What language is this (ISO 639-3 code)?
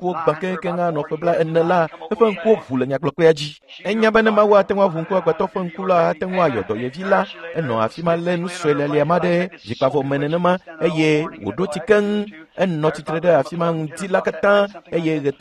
ewe